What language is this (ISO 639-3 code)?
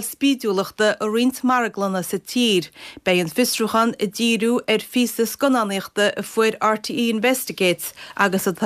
gle